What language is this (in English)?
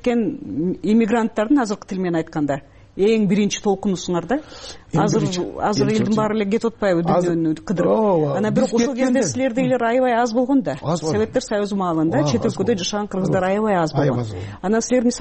Kyrgyz